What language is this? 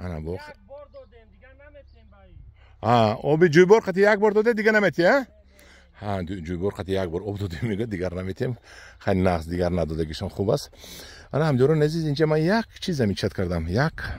Tajik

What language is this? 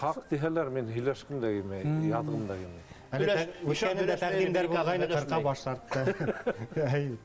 Bashkir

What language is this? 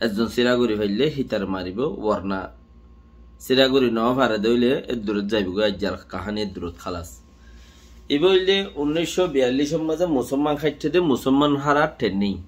Rohingya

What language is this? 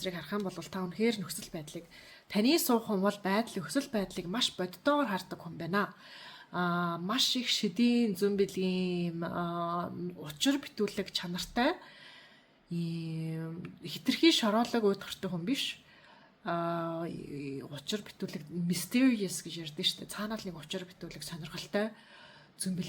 Mongolian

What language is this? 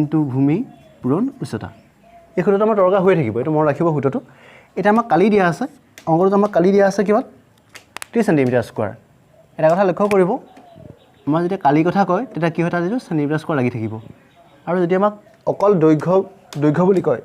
Assamese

